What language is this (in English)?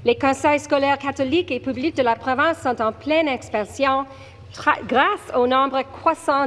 French